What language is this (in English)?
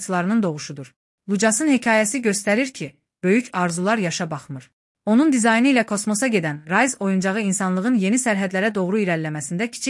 Azerbaijani